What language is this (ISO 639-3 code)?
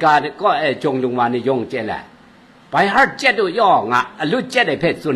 kac